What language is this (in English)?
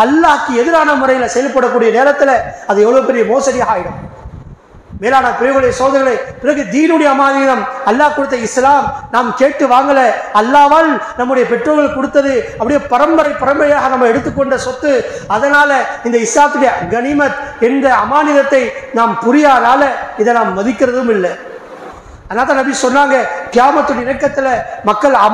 Tamil